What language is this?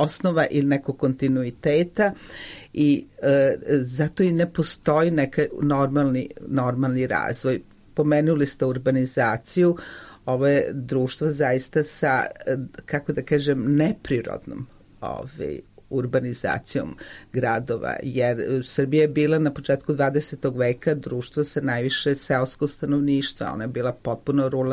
Serbian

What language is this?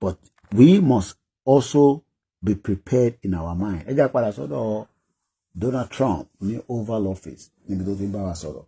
Yoruba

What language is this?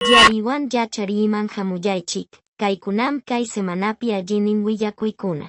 Quechua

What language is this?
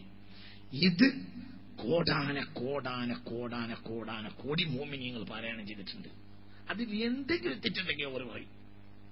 Malayalam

